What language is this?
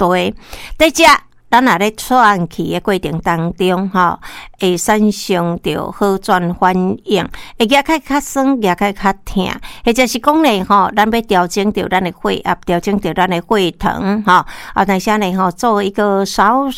Min Nan Chinese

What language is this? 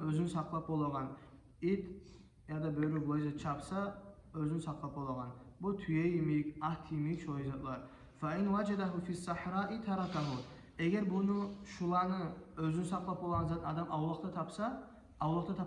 Kumyk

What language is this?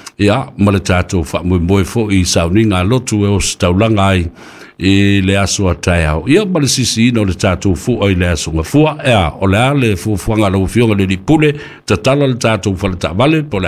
Samoan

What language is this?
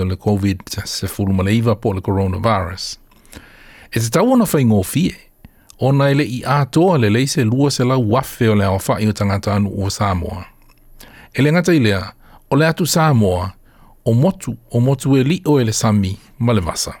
Samoan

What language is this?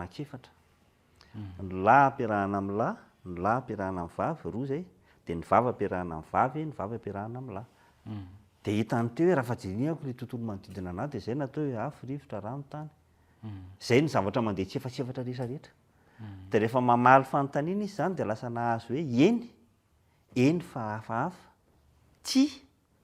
Malagasy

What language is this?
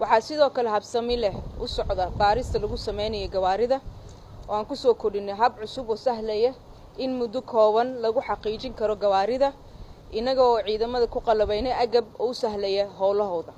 Somali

